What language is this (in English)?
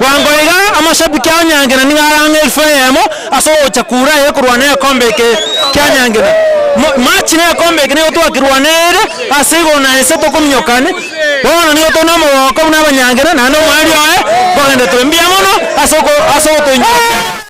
Gusii